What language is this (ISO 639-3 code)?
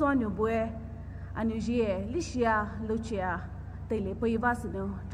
pmx